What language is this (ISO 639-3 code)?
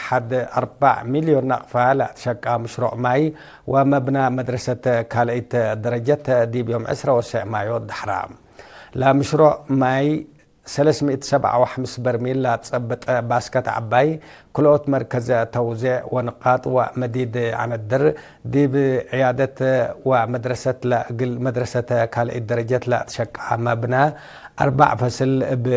tig